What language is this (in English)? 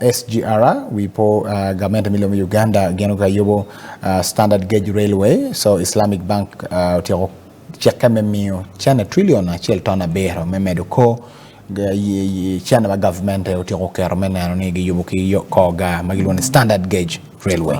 Acoli